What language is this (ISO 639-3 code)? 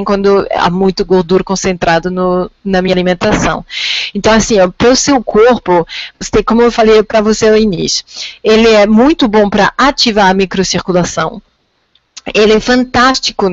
por